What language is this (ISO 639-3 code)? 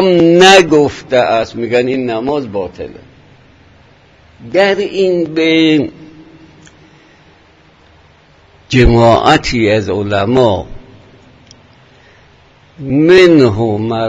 fas